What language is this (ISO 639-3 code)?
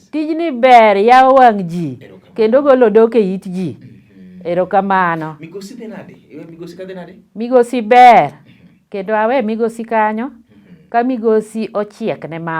luo